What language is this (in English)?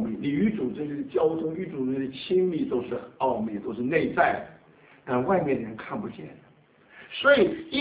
Chinese